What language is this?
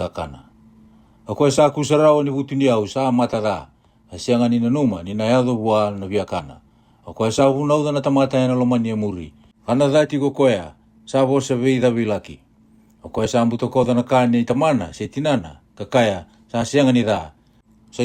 Fijian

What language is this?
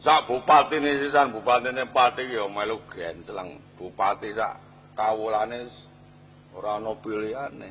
Javanese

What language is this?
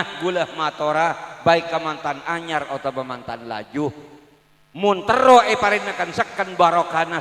Madurese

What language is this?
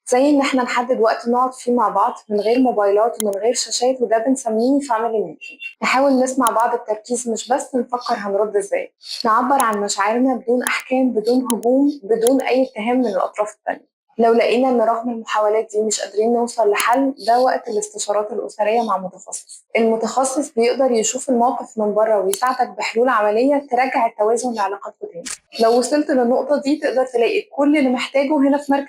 Egyptian Arabic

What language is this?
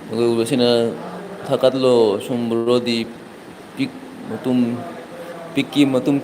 Manipuri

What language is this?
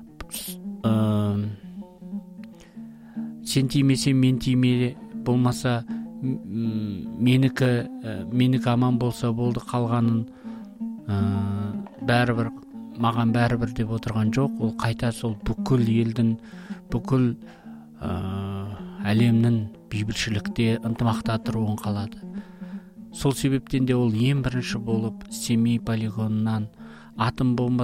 Kazakh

